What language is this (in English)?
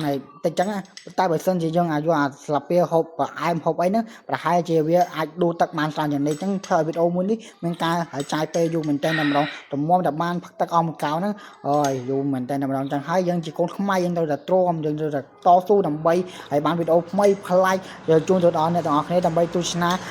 Khmer